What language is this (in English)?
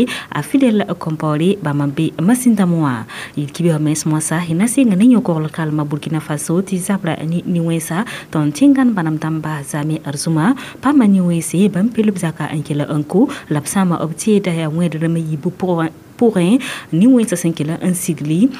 Mossi